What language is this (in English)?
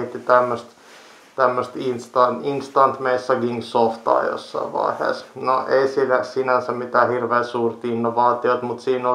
Finnish